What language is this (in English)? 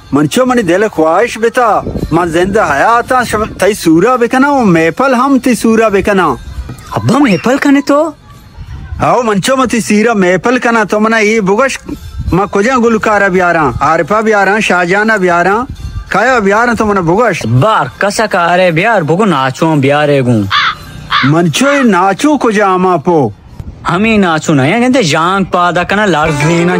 Baluchi